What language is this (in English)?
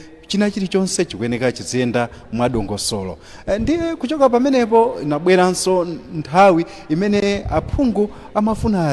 Nyanja